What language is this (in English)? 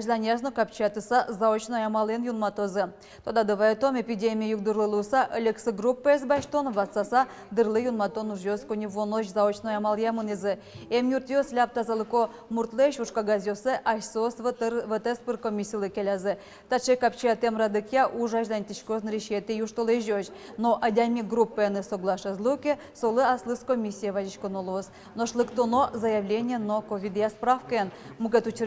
Udmurt